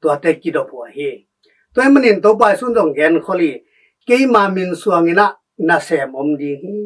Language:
Tedim Chin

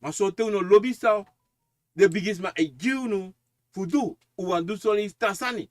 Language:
Sranan Tongo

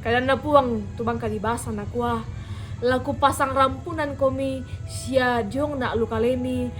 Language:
Toraja-Sa'dan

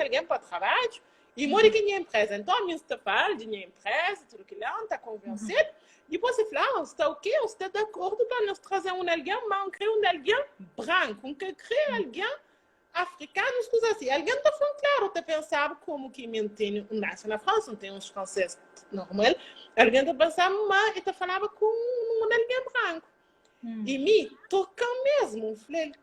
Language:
Kabuverdianu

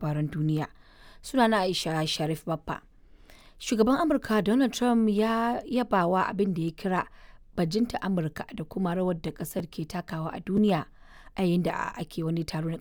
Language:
Hausa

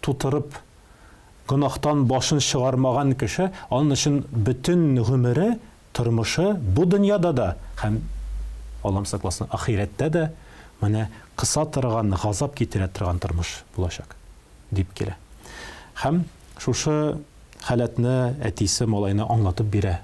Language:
Tatar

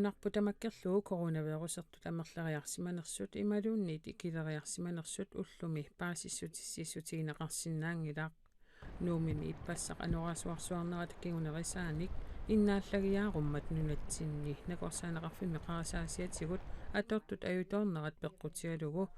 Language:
Kalaallisut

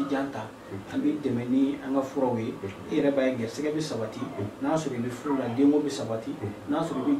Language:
Bambara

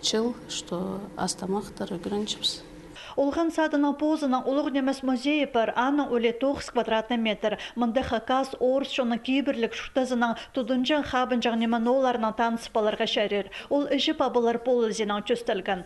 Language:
Khakas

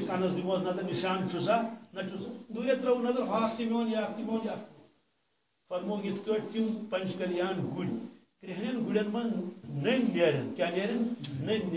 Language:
Kashmiri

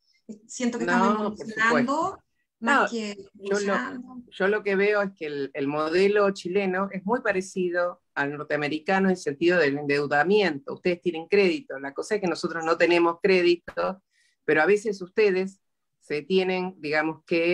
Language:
Spanish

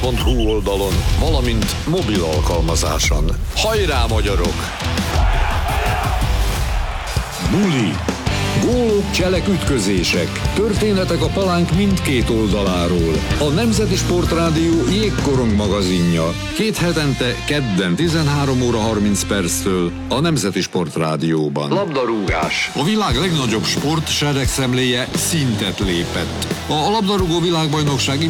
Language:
Hungarian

